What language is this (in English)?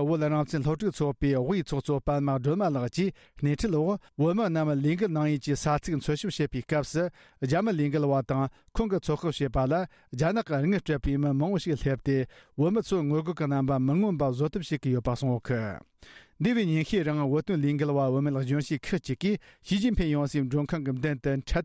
Tibetan